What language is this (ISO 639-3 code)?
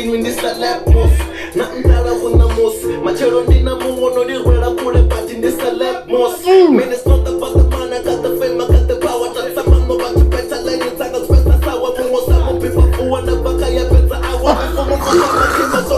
ven